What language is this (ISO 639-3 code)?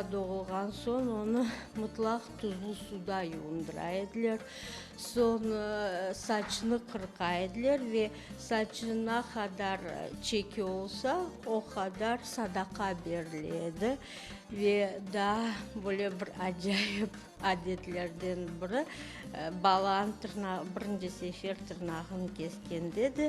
crh